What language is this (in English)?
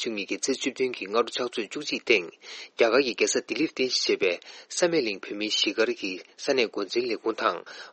Tibetan